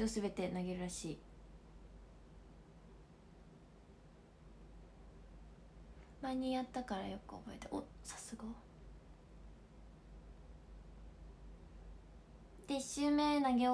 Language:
Japanese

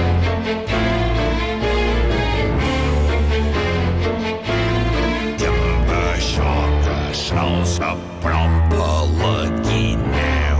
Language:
Catalan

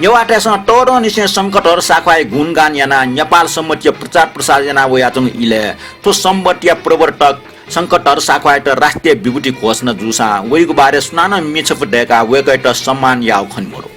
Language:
Newari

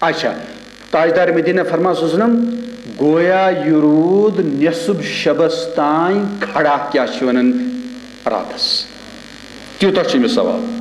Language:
Kashmiri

